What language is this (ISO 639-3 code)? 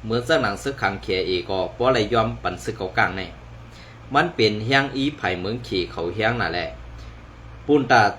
shn